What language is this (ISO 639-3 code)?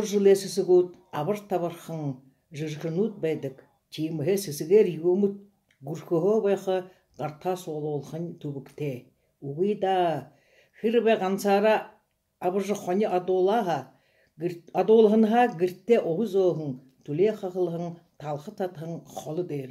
bua